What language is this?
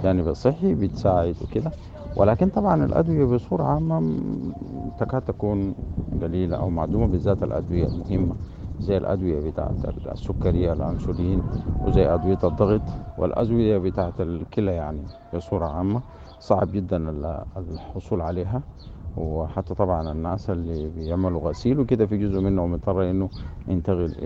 Sudanese Arabic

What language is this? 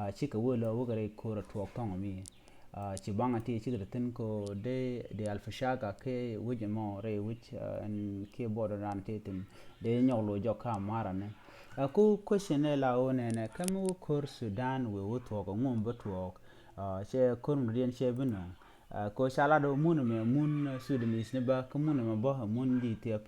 Nuer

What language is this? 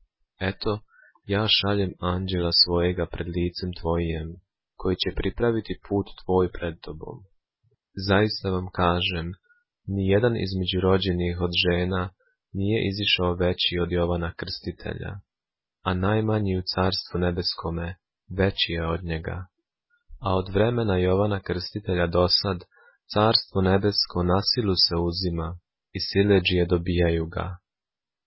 Serbian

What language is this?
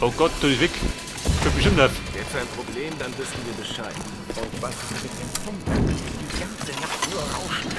Bavarian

